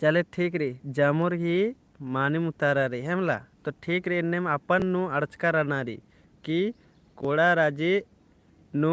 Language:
Kurukh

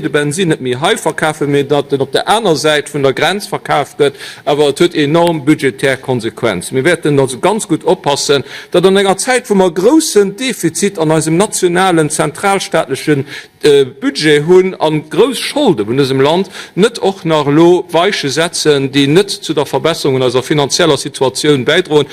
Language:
Luxembourgish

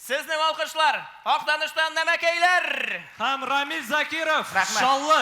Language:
Tatar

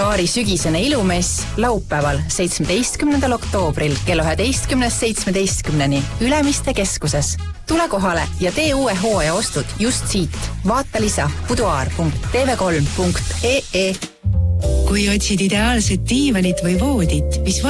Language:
Estonian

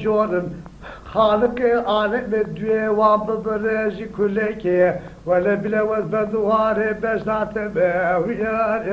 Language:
Zaza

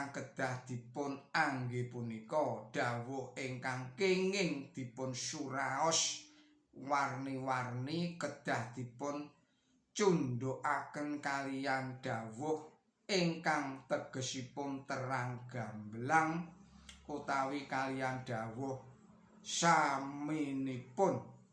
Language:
Javanese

